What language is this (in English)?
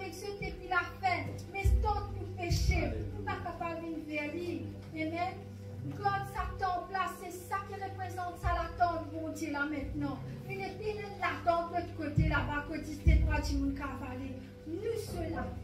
Morisyen